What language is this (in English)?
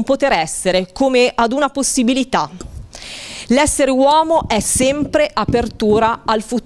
Italian